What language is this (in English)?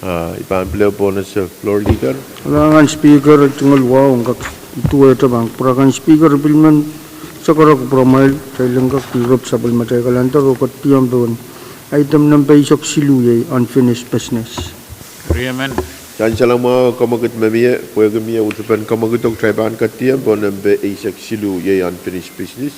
Pohnpeian